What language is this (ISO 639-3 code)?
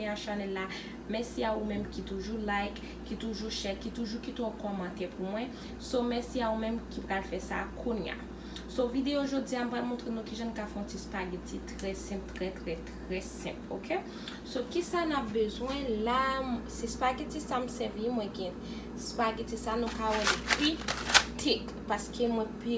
hat